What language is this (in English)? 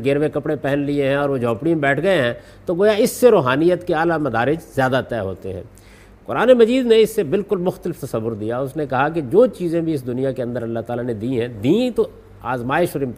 Urdu